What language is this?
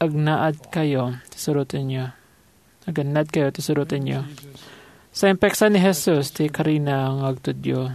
Iloko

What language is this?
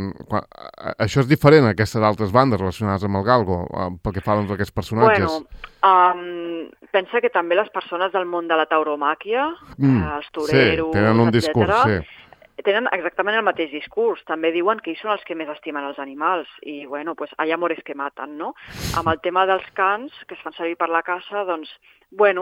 Catalan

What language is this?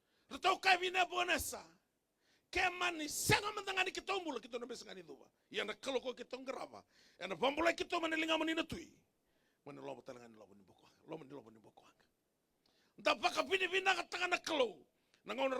Fijian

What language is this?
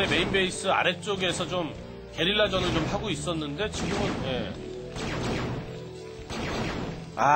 Korean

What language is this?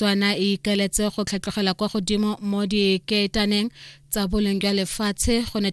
Tswana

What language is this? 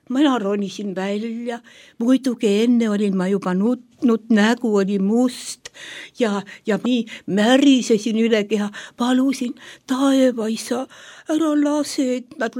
Estonian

